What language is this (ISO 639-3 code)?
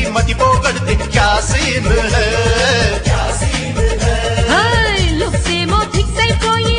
tel